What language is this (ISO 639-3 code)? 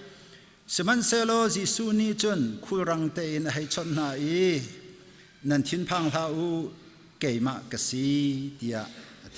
cnh